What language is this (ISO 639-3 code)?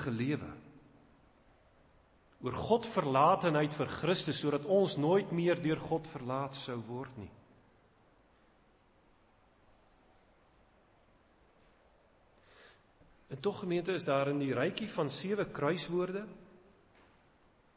afr